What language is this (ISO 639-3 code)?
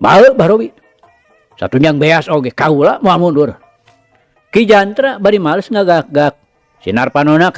sun